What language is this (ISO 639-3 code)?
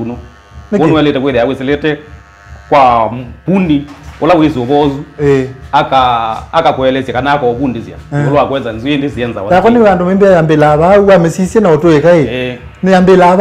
kam